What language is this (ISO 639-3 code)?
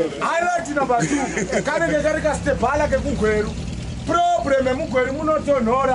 sna